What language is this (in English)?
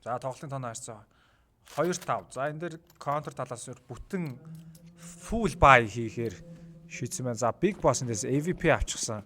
Mongolian